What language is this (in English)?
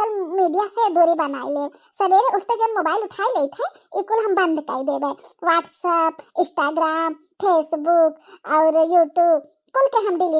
Bhojpuri